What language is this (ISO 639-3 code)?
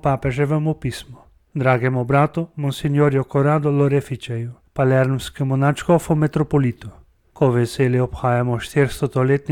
slv